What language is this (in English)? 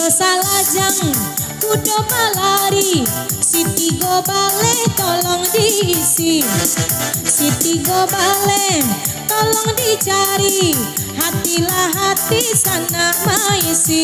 Minangkabau